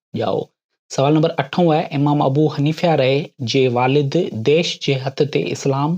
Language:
Sindhi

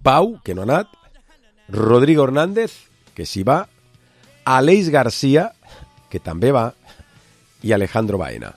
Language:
Catalan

